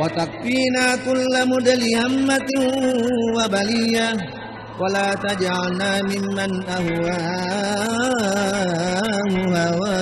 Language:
Buginese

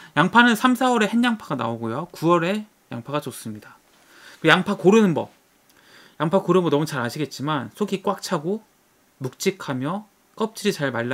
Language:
Korean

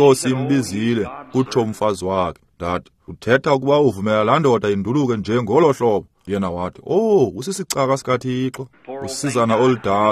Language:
Xhosa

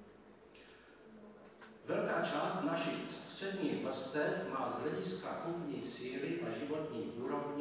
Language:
Czech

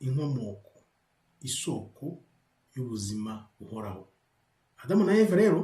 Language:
Kinyarwanda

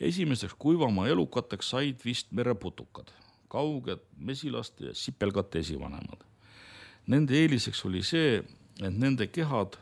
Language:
Estonian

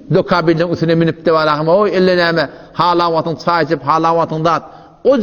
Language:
Turkmen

